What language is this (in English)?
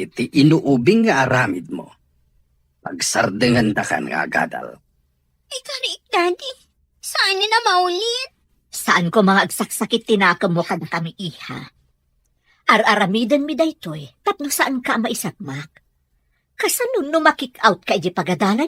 Iloko